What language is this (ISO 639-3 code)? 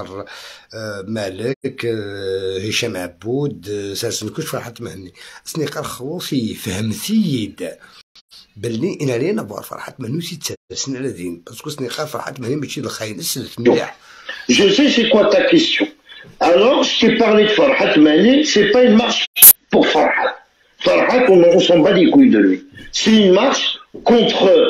arq